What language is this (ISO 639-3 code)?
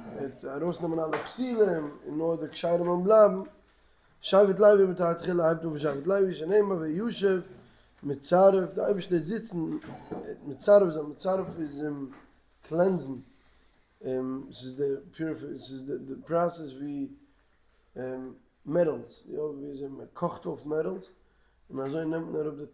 yid